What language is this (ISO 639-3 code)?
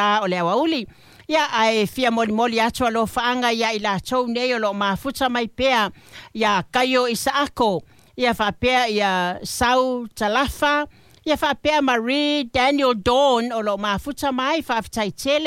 smo